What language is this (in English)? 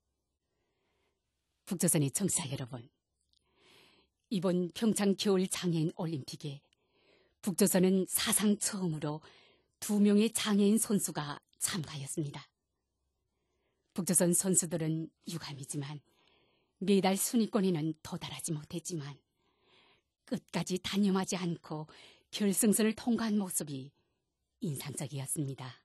Korean